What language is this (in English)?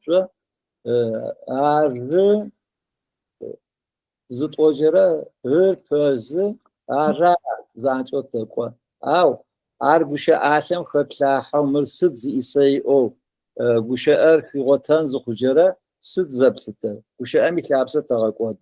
Adyghe